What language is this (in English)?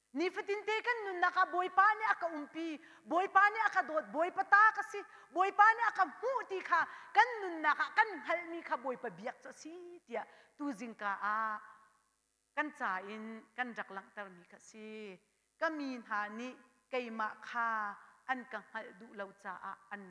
Hakha Chin